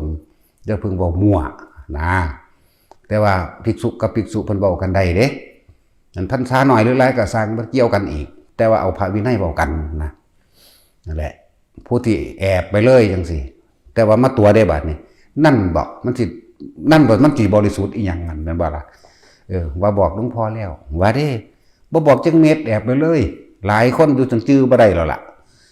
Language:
Northeastern Thai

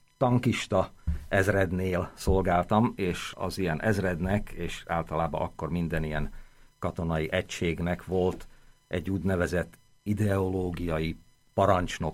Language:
Hungarian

